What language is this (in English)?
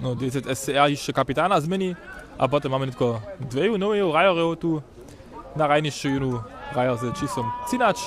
Upper Sorbian